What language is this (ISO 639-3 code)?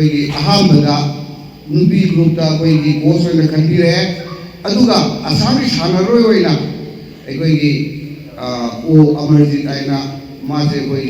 mni